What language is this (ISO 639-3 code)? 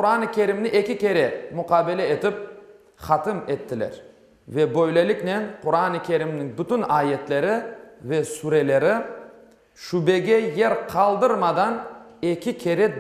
crh